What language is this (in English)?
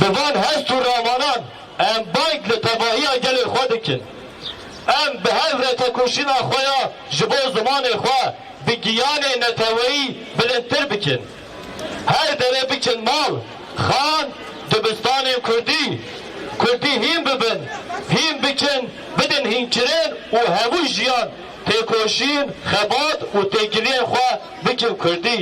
Kurdish